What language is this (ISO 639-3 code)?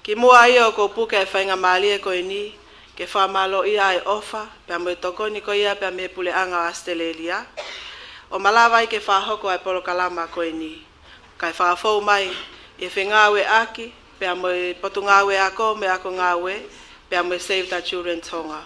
ton